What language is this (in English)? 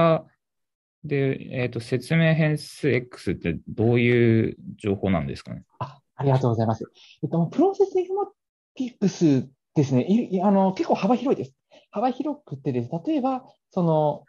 Japanese